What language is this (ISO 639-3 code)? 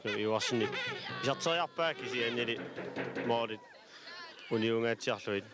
kal